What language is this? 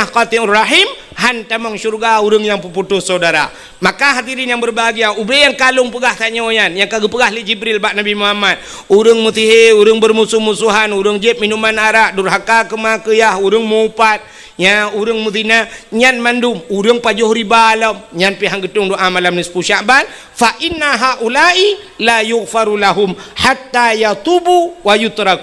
Achinese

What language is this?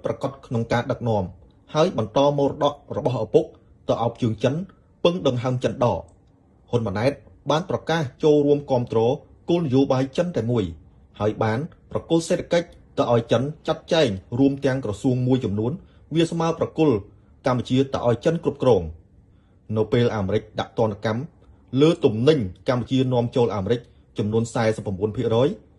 Khmer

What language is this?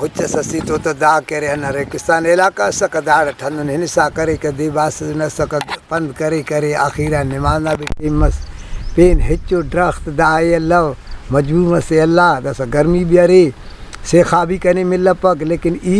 Brahui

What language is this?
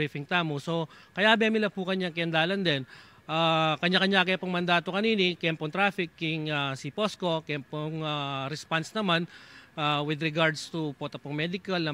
Pampanga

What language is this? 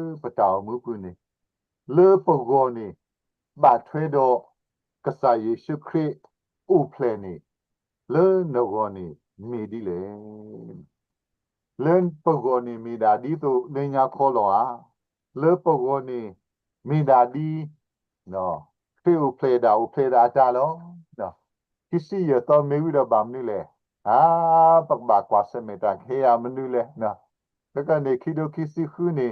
S'gaw Karen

